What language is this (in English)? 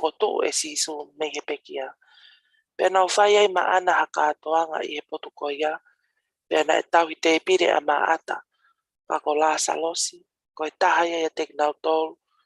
Tongan